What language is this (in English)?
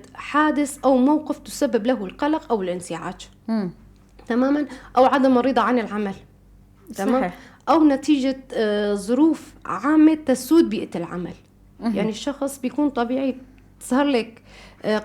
North Levantine Arabic